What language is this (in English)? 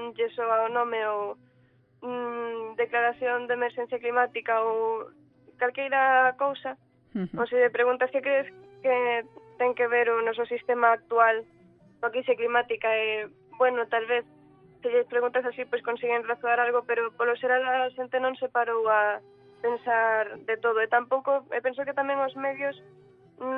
Galician